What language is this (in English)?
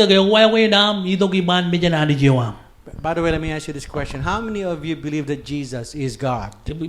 Marshallese